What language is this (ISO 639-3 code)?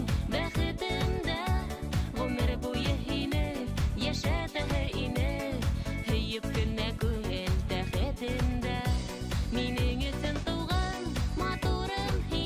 bak